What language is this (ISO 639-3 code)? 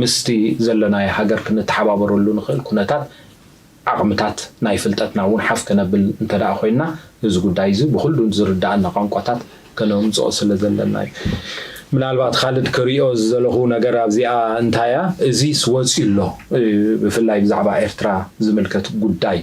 tir